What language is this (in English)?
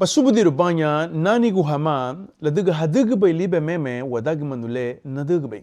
Garifuna